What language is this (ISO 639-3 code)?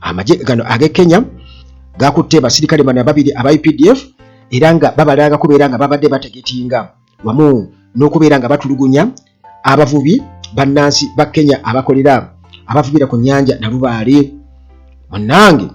lug